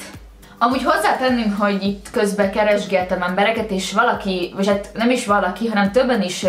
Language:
Hungarian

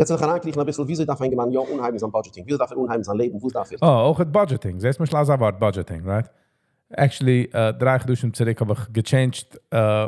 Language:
Yiddish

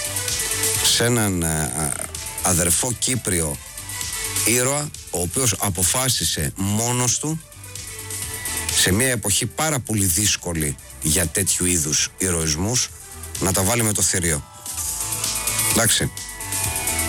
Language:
Greek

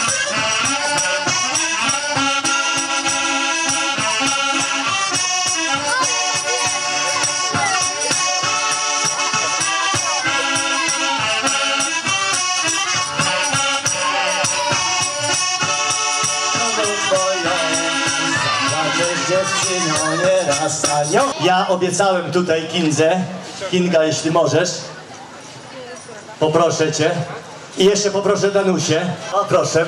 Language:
Polish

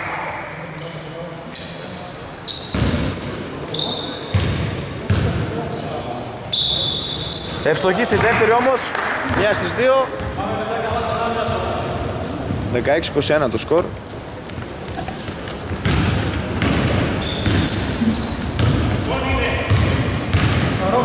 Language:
Greek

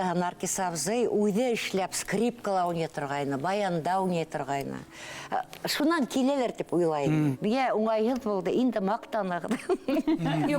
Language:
Bashkir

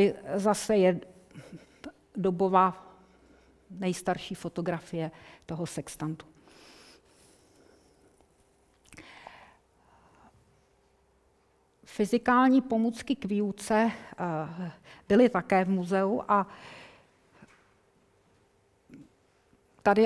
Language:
Czech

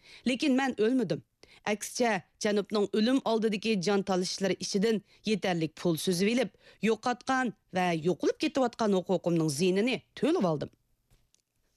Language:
Uyghur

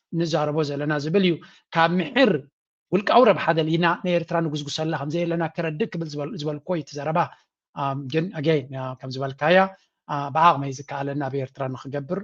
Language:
Tigrinya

